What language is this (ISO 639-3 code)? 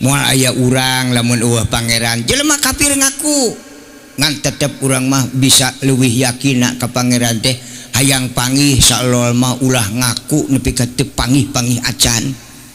sun